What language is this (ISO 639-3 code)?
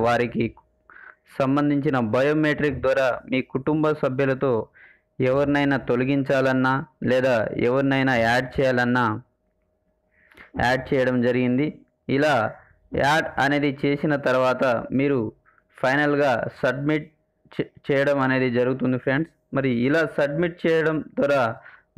tel